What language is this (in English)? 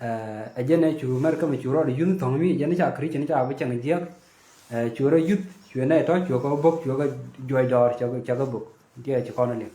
Nuer